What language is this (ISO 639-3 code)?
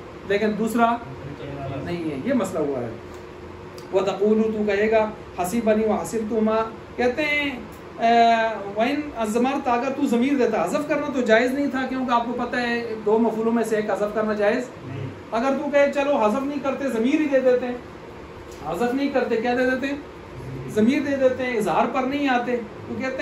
urd